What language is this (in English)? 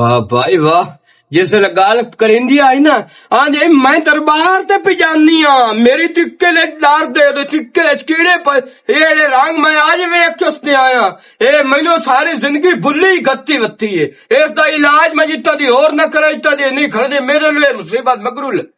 Western Panjabi